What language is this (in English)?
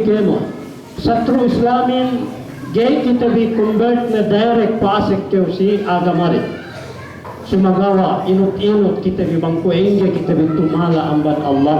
Yakan